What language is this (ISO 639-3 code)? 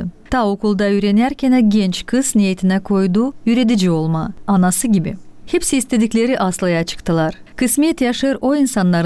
gag